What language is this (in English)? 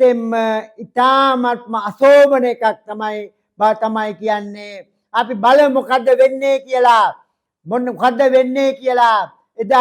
Sinhala